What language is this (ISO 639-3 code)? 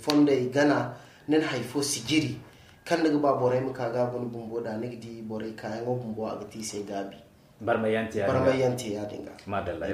dje